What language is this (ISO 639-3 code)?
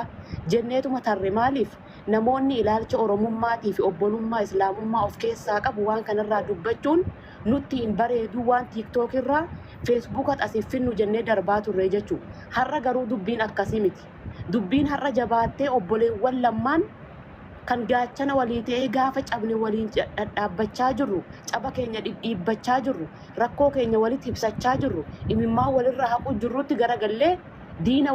orm